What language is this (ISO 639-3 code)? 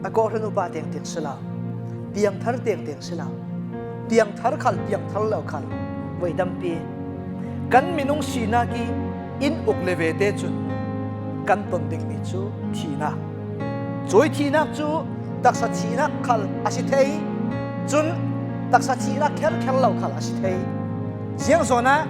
cfm